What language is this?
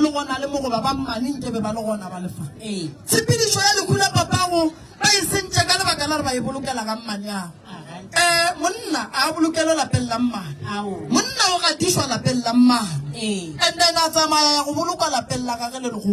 Northern Sotho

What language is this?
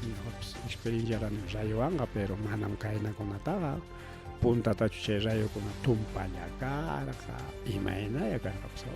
Ayacucho Quechua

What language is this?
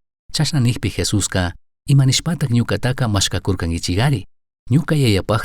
Chimborazo Highland Quichua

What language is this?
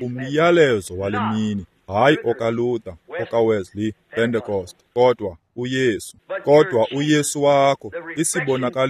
Xhosa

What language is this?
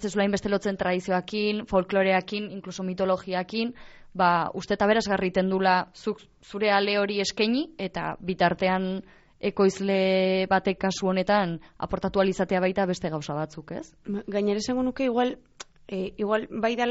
Basque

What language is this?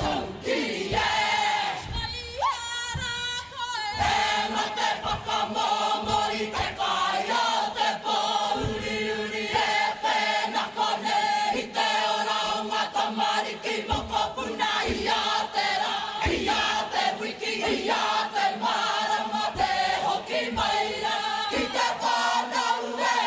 Māori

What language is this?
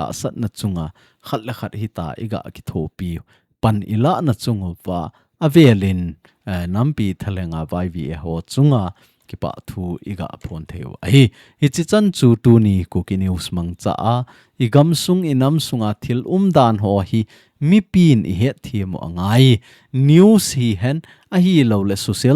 Thado Chin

